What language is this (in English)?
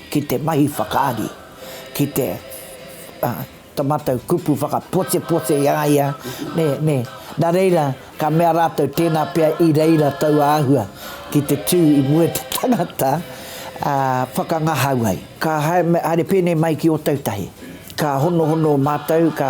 Māori